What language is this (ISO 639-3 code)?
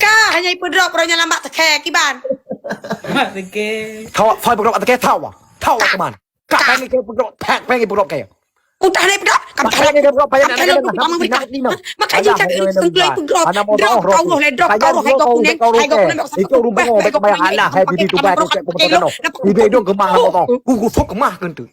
ace